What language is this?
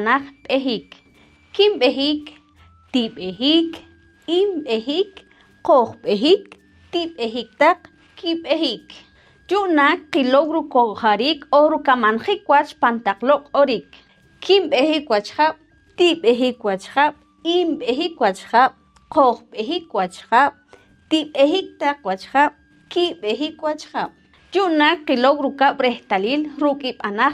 Poqomchi'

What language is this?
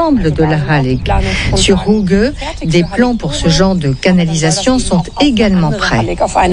French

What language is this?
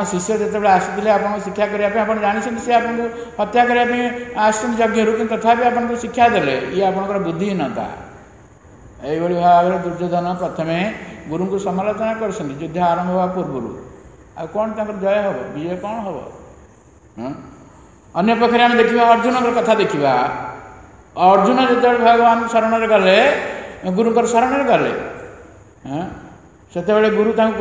Odia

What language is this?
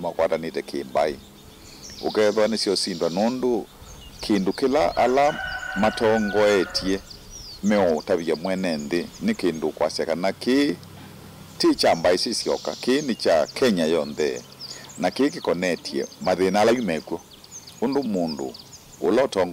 Kamba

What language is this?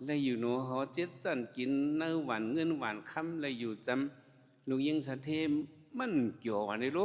Shan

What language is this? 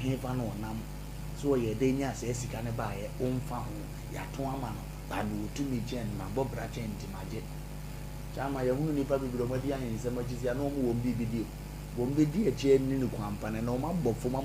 Akan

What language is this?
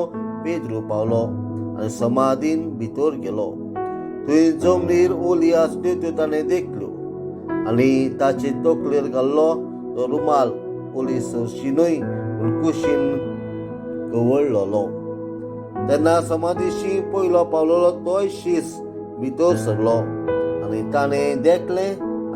Konkani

